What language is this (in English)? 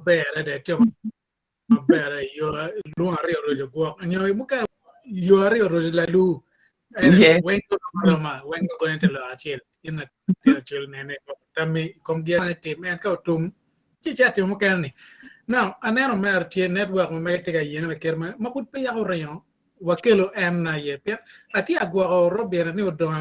Acoli